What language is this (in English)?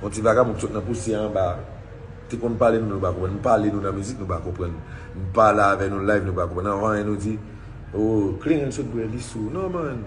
Haitian Creole